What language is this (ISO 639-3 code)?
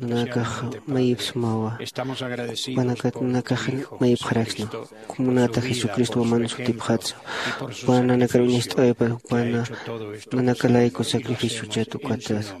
aym